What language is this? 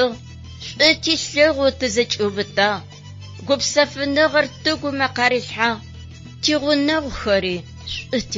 Adyghe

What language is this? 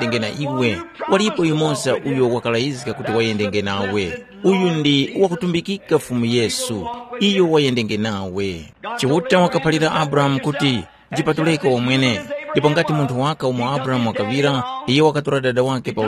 Tumbuka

